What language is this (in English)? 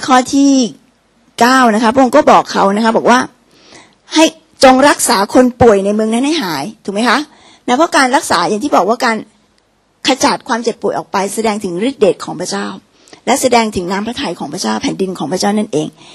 Thai